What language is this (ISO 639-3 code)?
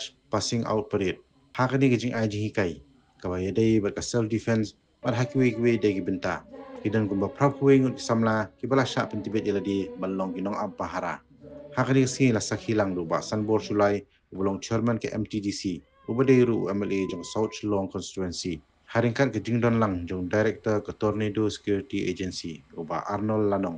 kha